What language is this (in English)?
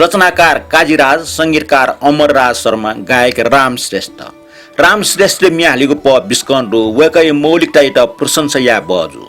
Newari